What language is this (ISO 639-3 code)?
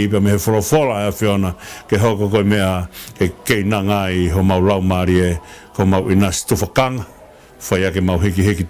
ton